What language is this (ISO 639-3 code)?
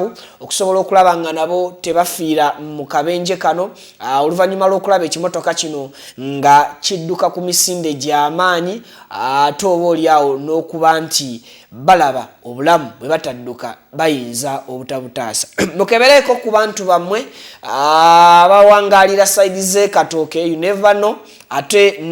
lug